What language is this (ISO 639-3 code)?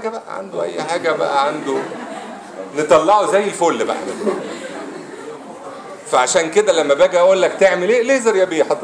arz